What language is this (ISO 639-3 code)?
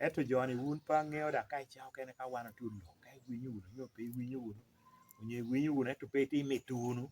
laj